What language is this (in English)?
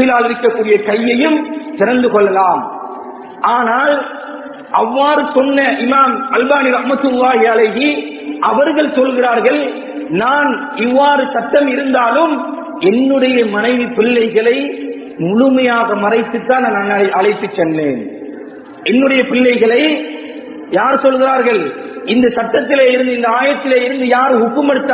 Tamil